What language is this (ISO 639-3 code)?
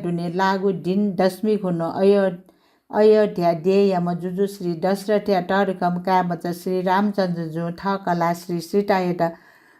new